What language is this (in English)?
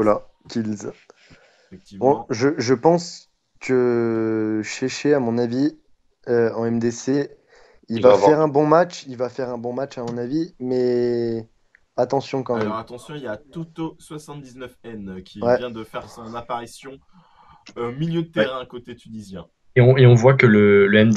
French